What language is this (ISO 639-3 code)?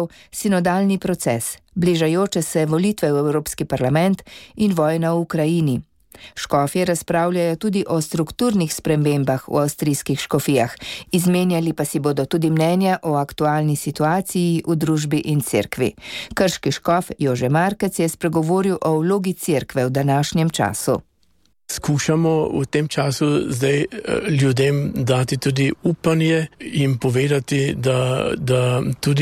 slv